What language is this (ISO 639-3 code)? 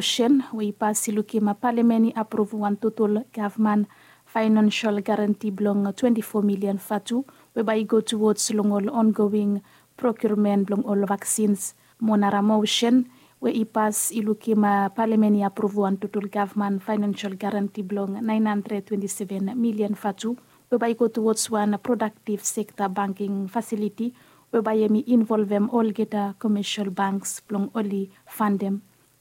bis